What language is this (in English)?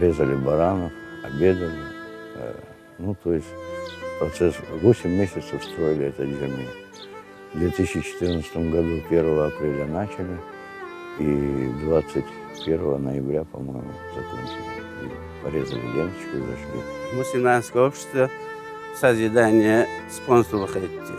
Crimean Tatar